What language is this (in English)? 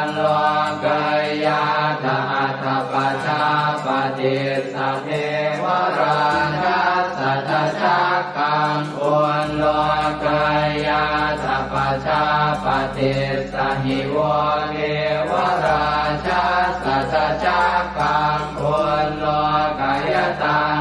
Pali